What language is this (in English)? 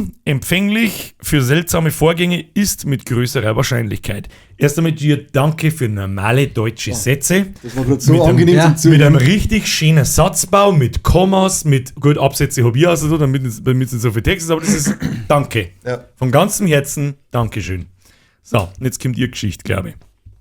Bavarian